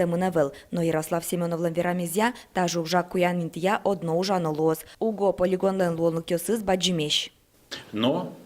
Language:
Udmurt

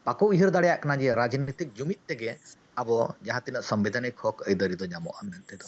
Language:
Santali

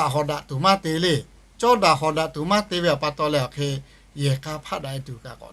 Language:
Lahu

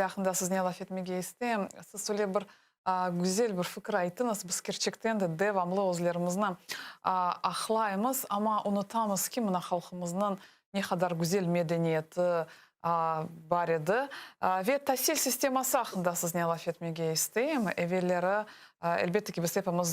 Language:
Crimean Tatar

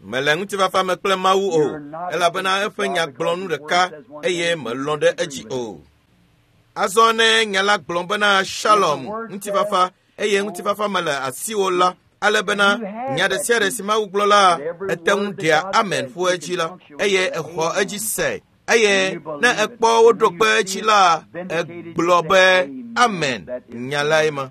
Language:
Ewe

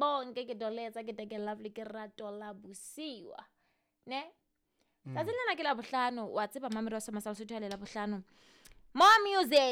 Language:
Southern Sotho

